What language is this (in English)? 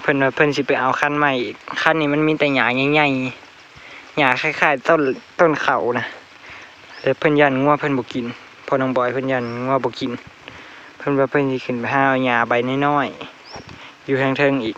Northeastern Thai